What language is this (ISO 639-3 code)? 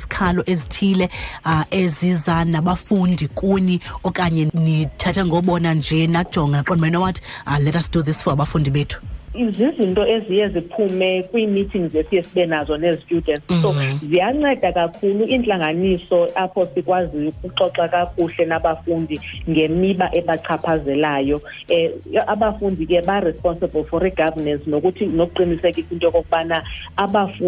xho